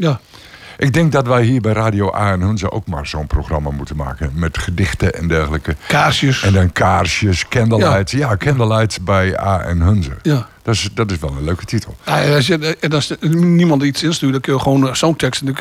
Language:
Dutch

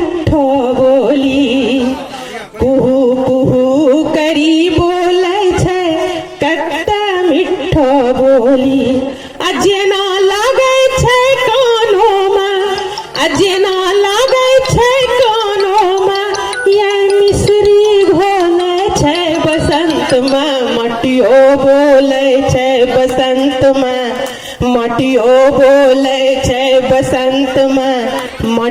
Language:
Angika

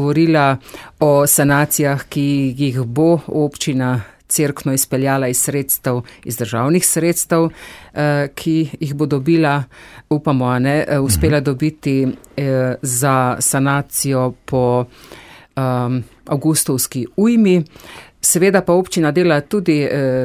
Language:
Slovenian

